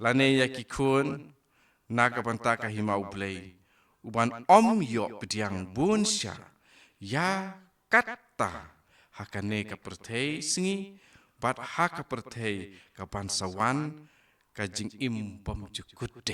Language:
Khasi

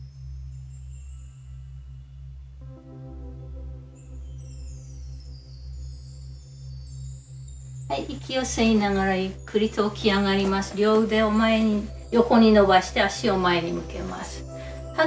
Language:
Japanese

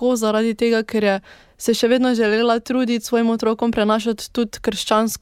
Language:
Slovenian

